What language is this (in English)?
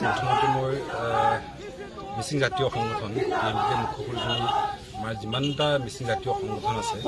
Assamese